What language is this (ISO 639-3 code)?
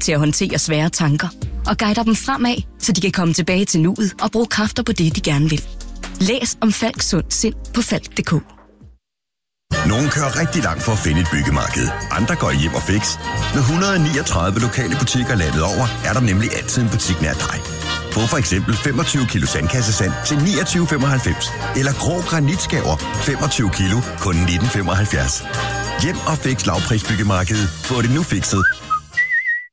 dan